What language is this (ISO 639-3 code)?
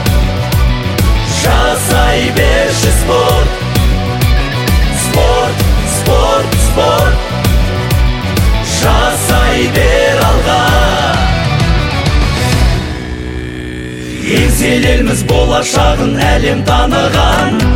kaz